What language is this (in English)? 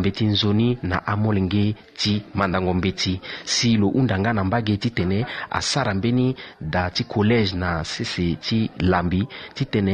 Sango